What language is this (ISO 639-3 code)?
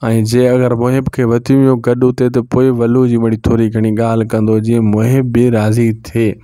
snd